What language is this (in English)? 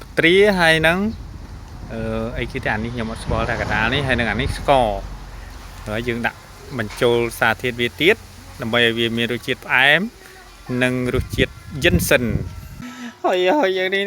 Khmer